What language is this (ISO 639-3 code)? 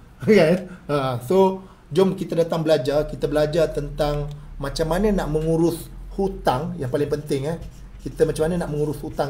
msa